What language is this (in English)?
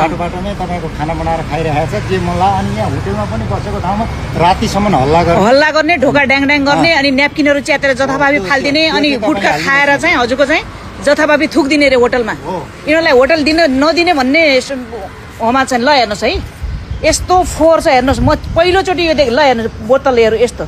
Nepali